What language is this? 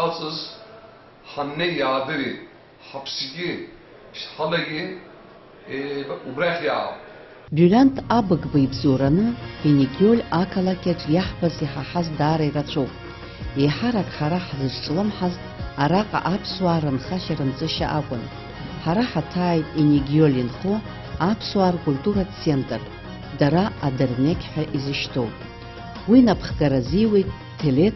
Abkhazian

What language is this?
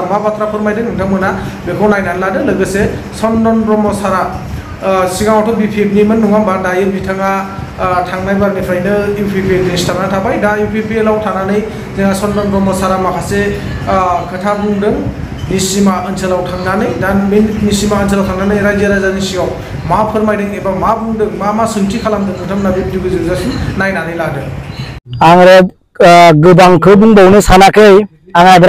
Bodo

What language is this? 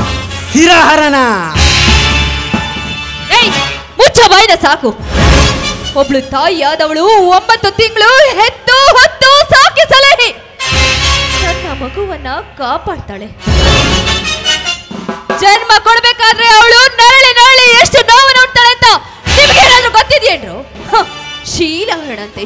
Kannada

